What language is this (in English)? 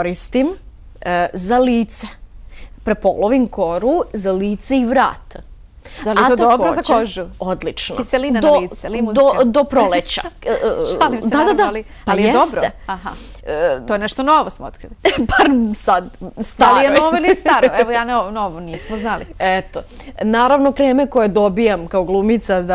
Bosnian